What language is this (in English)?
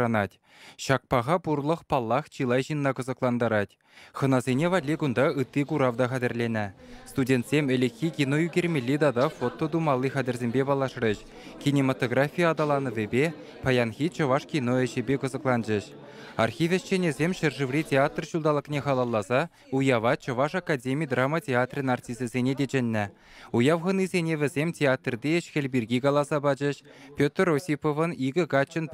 Chuvash